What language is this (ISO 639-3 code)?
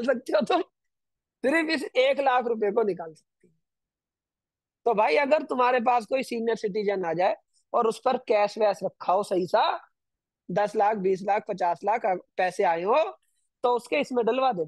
hin